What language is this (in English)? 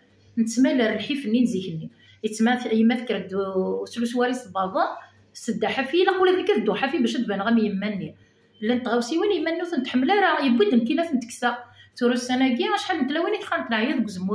Kabyle